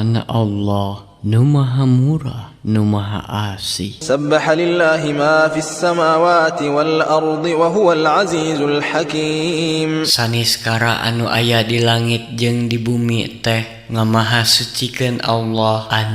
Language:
Sundanese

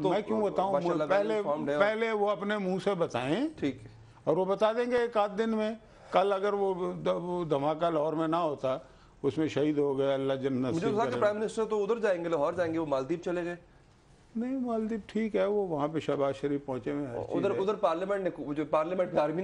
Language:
Urdu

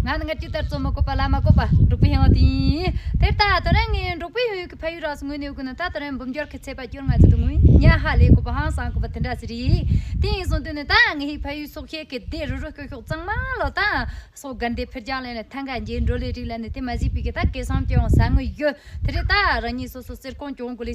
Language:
Tibetan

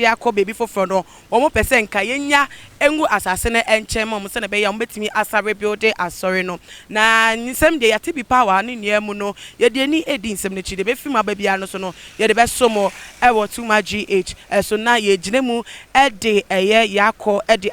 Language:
Akan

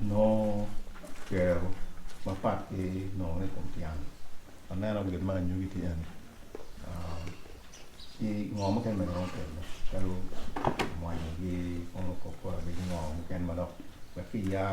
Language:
Acoli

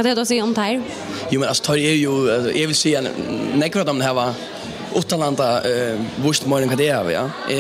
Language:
Faroese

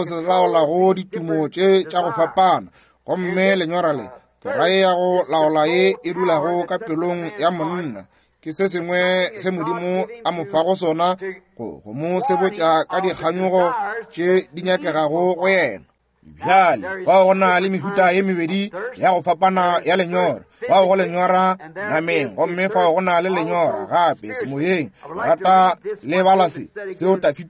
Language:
Northern Sotho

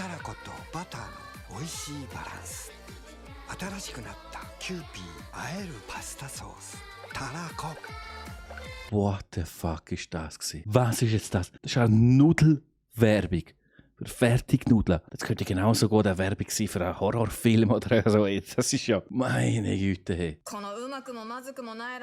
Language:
Swiss German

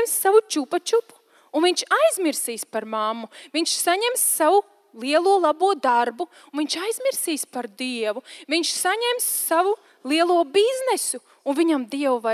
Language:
Latvian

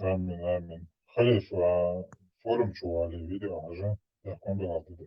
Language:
Chechen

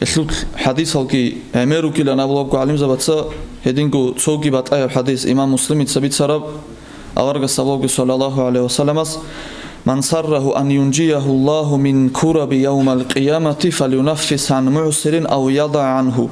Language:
Avaric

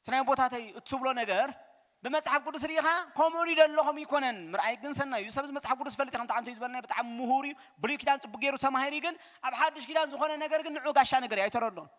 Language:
Tigrinya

